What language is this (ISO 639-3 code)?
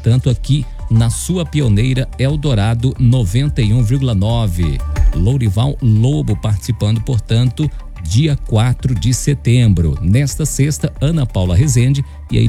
por